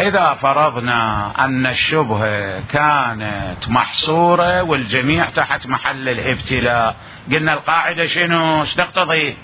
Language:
Mesopotamian Arabic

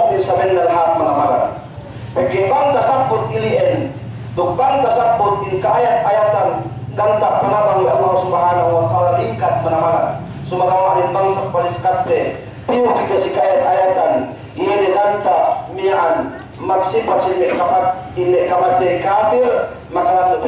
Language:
Yakan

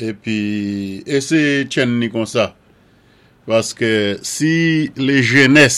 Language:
Saint Lucian Creole French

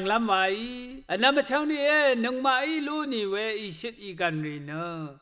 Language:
Rawang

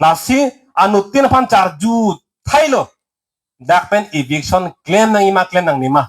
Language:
Karbi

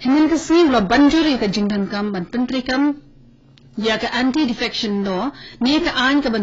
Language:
Khasi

